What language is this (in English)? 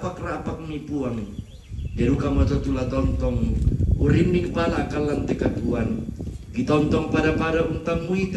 Toraja-Sa'dan